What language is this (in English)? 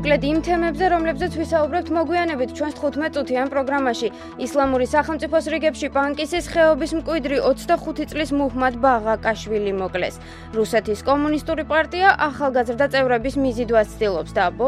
Georgian